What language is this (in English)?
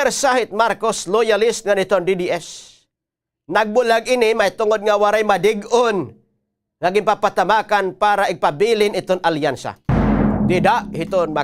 Waray